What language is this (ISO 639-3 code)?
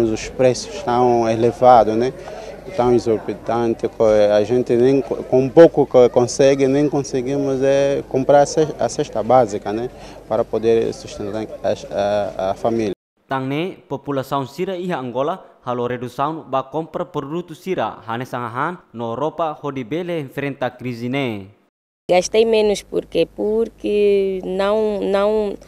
tet